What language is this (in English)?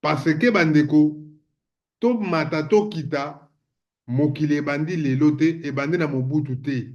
Lingala